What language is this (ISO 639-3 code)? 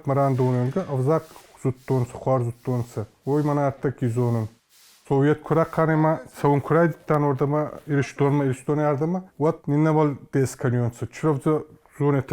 oss